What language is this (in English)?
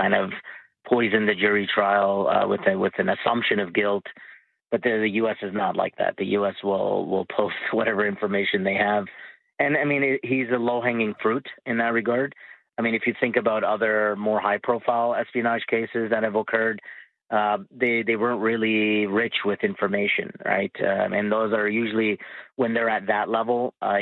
English